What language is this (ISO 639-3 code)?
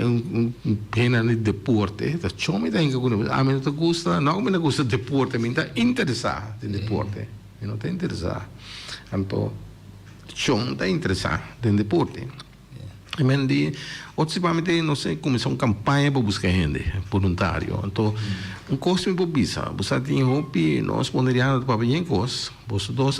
pap